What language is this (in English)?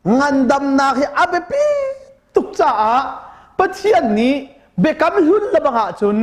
Hakha Chin